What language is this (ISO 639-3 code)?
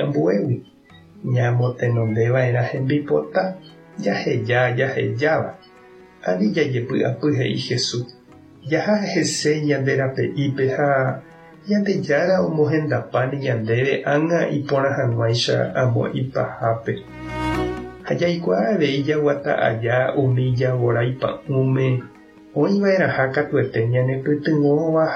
grn